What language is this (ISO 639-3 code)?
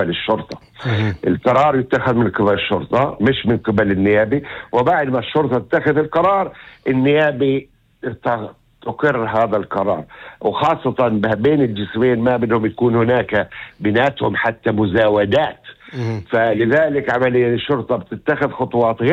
apc